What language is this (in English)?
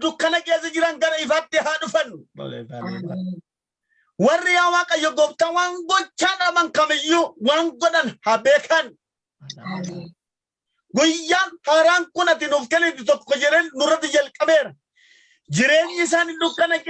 Oromo